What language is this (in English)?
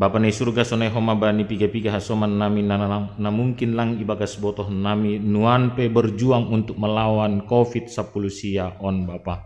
Batak Simalungun